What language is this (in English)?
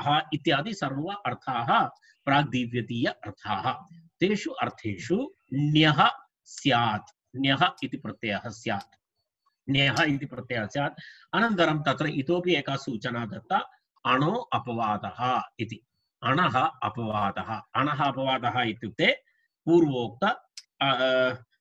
Sanskrit